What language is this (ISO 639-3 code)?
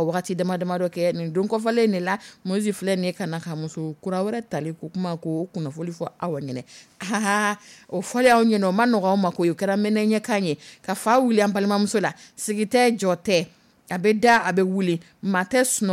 dyu